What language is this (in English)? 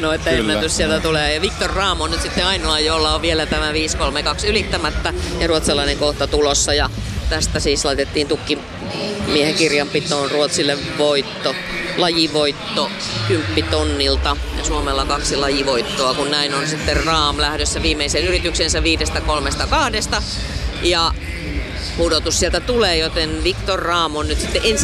Finnish